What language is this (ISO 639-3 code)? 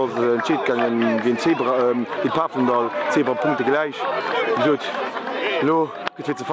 ltz